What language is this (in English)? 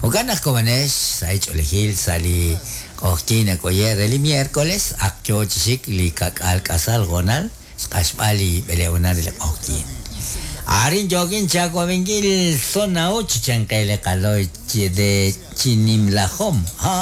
Kekchí